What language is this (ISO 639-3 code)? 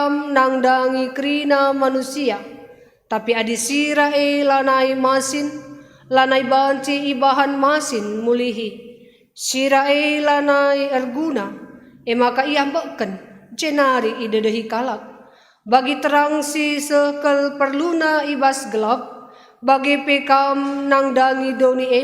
btx